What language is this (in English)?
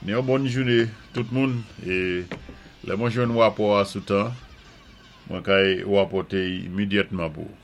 Saint Lucian Creole French